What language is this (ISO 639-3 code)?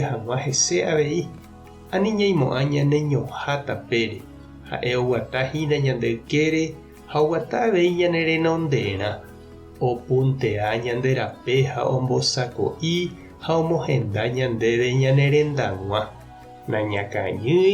grn